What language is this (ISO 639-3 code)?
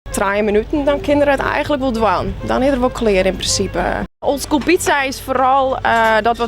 fry